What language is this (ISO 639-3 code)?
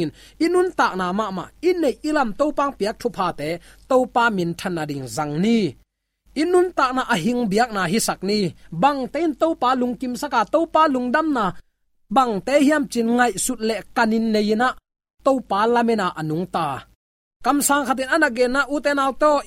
ctd